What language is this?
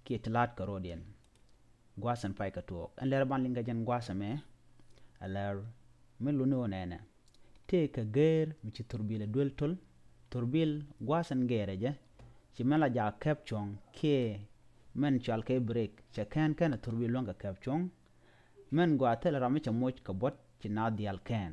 Nuer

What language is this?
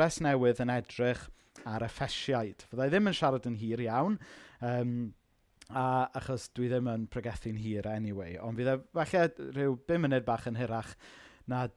Welsh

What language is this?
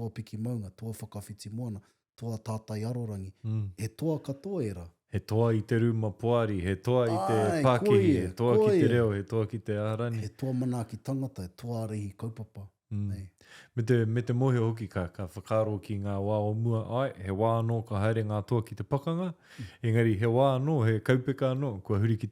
Māori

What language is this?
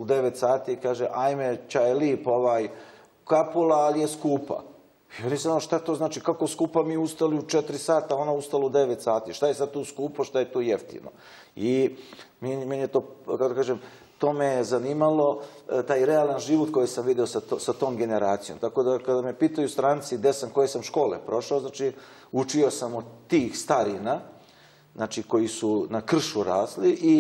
Serbian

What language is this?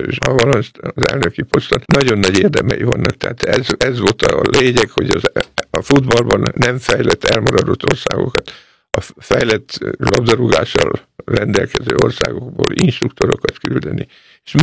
Hungarian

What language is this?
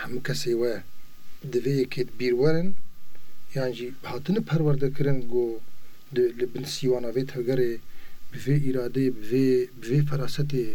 Kurdish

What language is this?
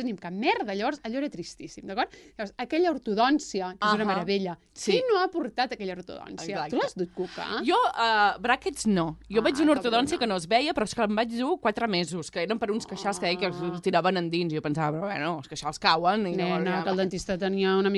Catalan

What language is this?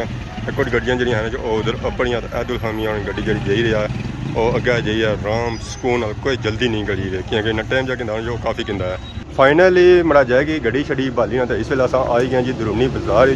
Pahari-Potwari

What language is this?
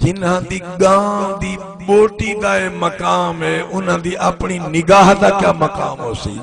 Saraiki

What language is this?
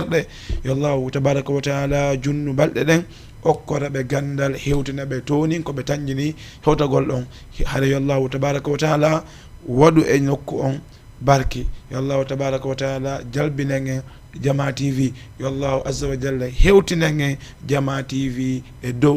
Fula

